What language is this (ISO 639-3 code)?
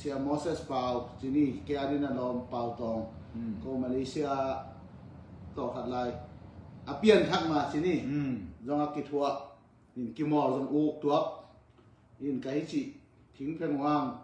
ctd